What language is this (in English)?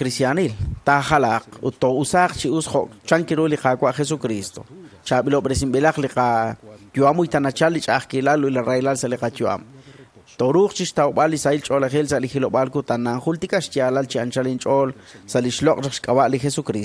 Kekchí